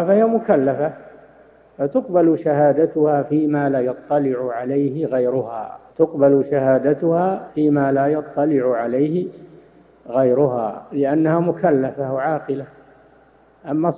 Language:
Arabic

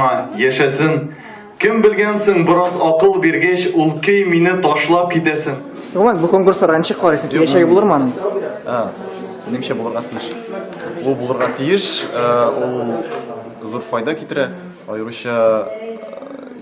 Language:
Tatar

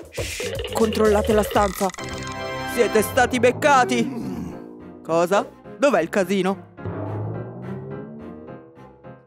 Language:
Italian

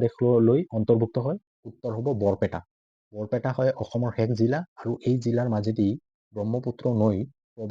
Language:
Assamese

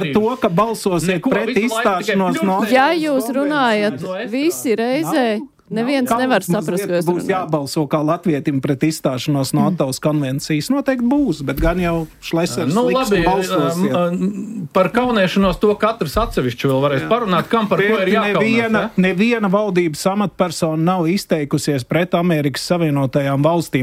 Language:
Latvian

